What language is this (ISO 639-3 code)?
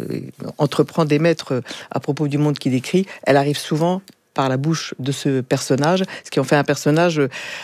fra